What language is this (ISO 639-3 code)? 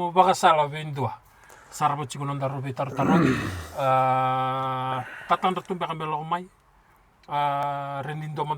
fij